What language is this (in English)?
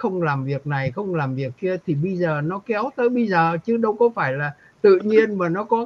Vietnamese